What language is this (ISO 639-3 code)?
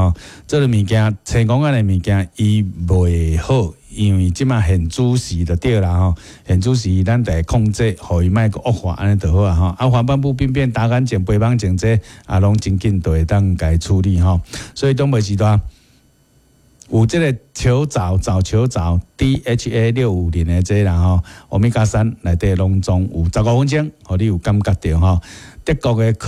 nan